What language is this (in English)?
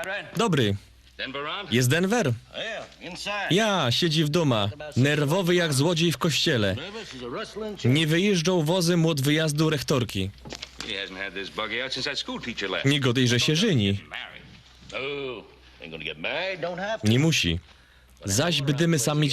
Silesian